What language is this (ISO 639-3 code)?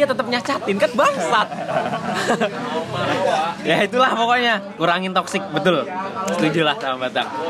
ind